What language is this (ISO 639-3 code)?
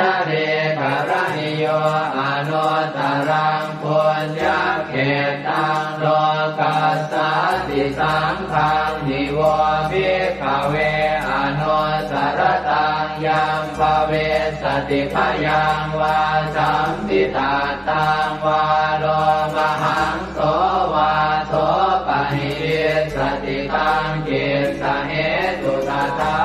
pli